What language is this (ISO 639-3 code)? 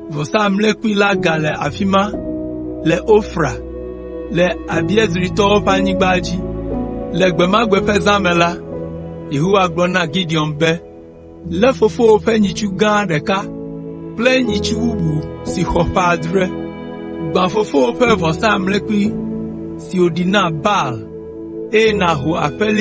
ewe